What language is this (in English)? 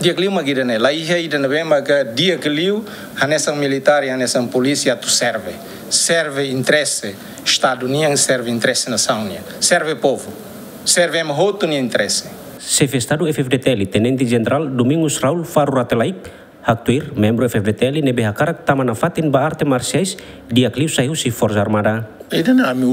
Tetum